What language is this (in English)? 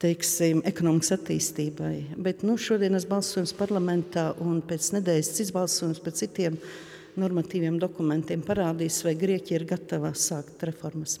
Latvian